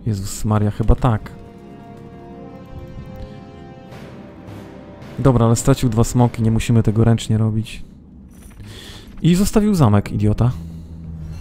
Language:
Polish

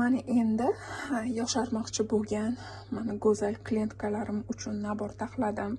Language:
Uzbek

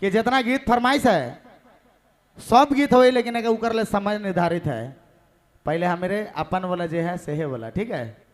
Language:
Sadri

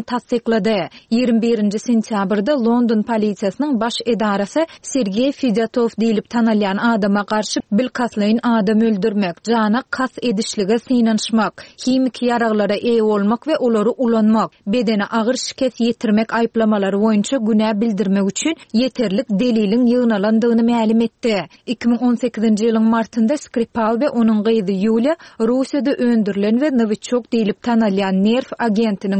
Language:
Turkmen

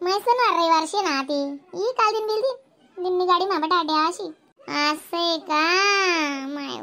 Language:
Khandesi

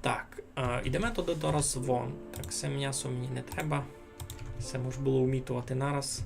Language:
Rusyn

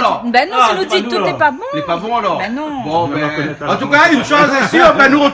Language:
Réunion Creole French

